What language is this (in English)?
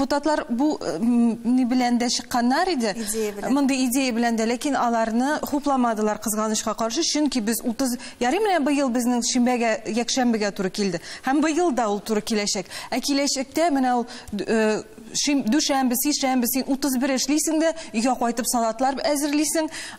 Tatar